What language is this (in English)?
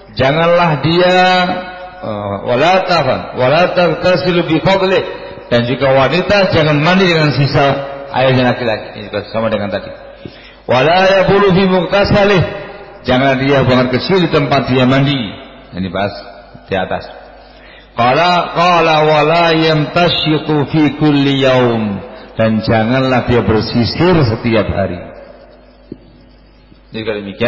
Indonesian